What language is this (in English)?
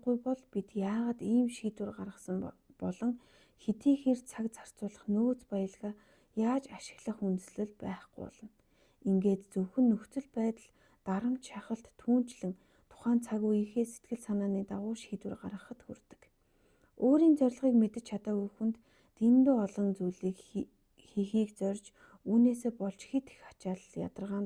Mongolian